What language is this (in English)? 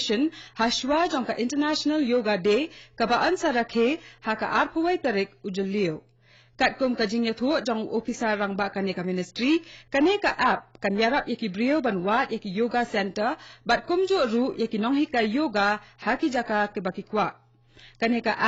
Khasi